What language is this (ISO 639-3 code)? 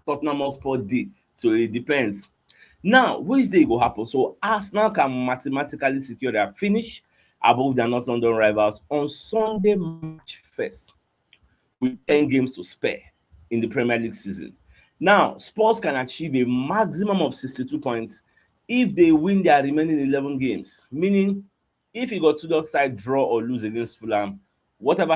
pcm